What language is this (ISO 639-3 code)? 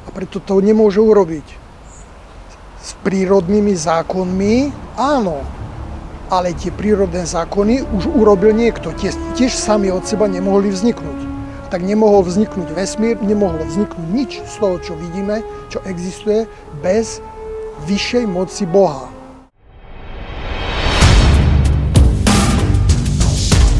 slk